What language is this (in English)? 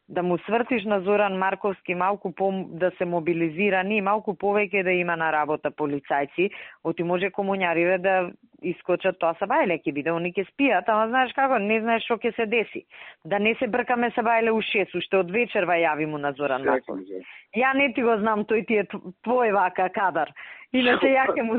Macedonian